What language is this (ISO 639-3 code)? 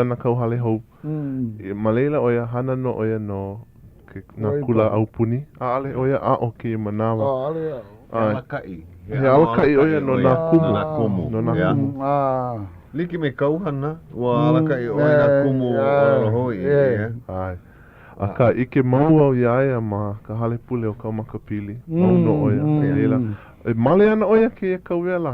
haw